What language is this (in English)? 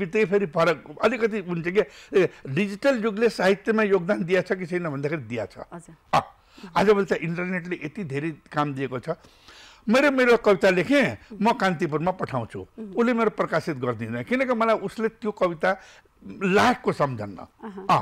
Nepali